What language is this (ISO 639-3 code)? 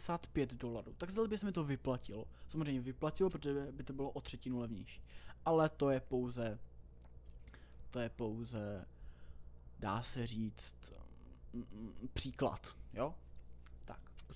ces